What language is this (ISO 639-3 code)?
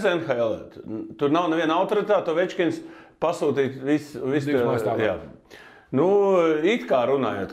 lav